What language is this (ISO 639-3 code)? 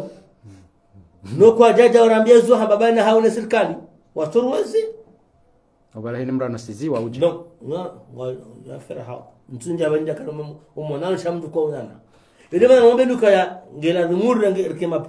swa